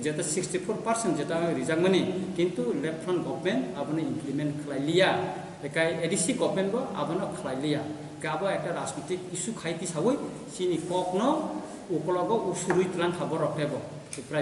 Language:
Kok Borok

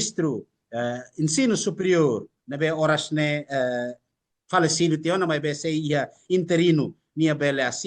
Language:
Tetum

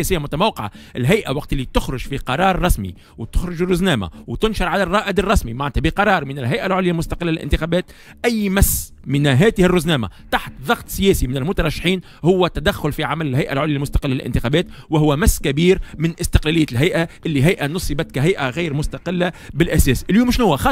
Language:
Tunisian Arabic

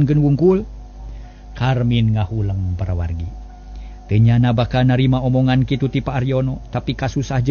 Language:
Sundanese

